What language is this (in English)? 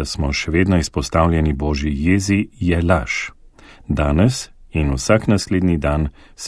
Slovenian